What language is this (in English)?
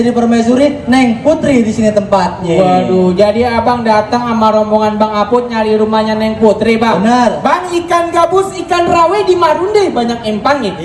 Betawi